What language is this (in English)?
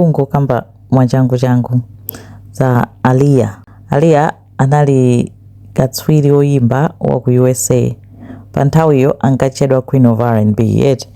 Nyanja